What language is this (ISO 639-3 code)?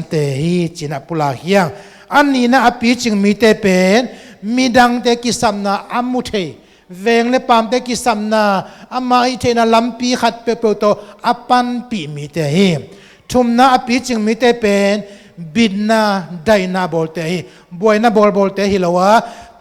ctd